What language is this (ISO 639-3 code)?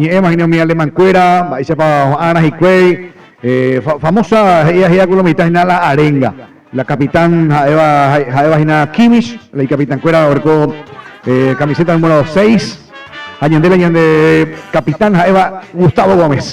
grn